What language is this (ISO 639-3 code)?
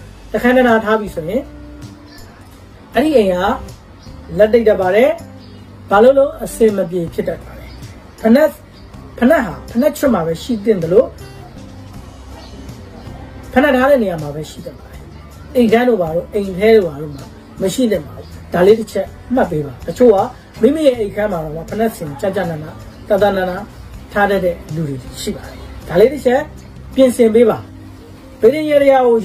mya